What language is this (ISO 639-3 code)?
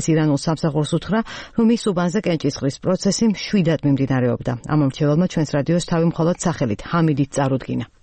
kat